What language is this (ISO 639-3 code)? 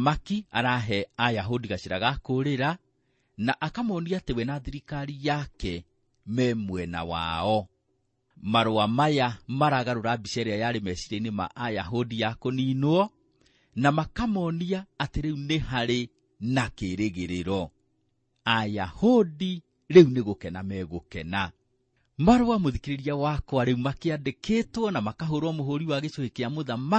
kik